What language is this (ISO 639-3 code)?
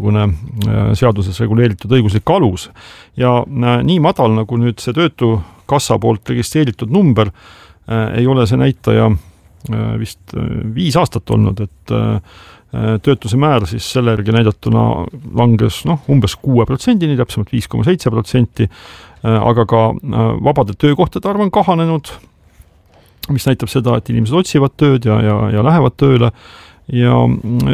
est